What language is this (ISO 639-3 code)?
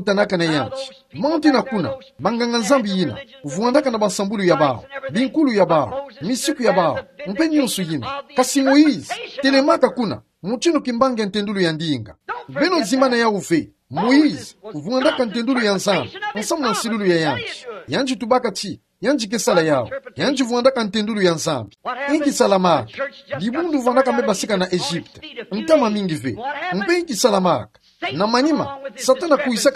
ktu